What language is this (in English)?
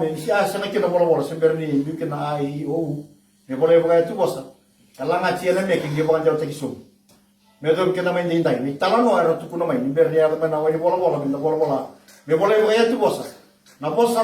Fijian